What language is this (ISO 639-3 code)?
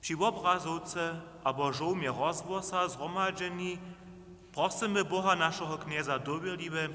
hsb